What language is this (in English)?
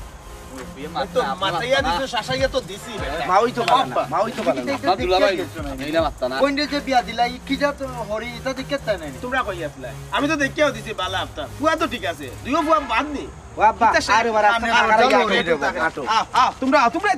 Sylheti